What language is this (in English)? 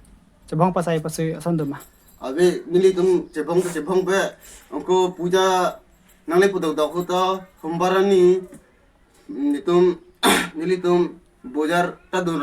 Karbi